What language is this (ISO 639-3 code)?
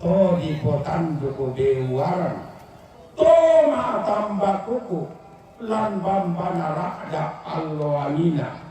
sda